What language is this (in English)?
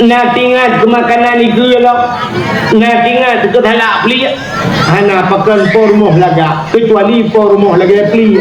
Achinese